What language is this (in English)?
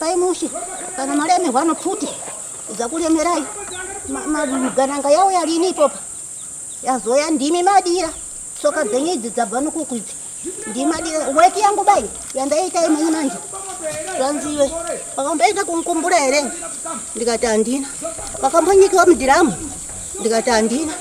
Shona